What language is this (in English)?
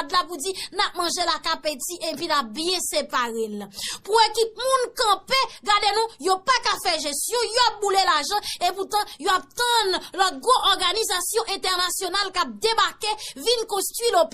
Haitian Creole